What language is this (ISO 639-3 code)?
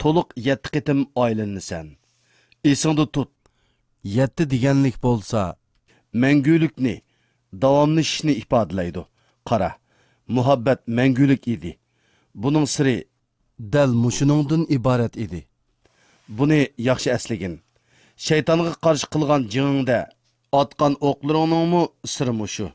uig